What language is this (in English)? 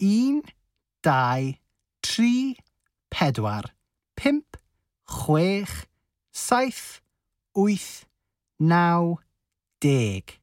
Welsh